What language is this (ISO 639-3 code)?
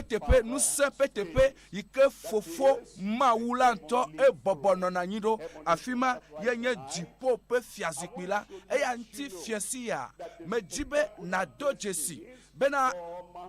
ewe